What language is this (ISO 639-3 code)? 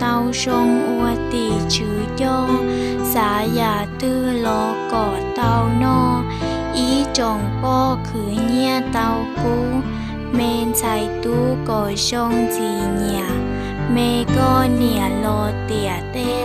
hmn